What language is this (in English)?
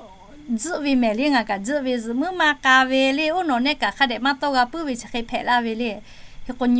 Lahu